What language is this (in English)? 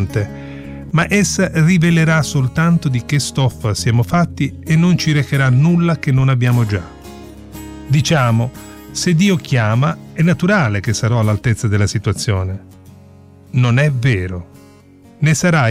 Italian